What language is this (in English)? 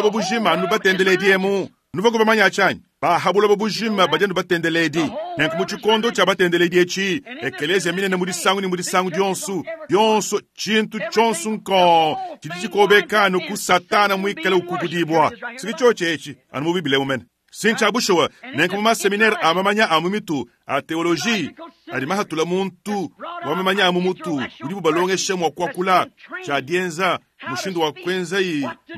Luba-Lulua